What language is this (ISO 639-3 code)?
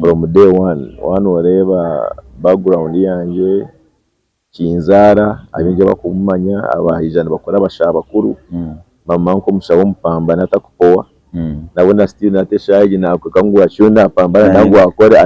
nyn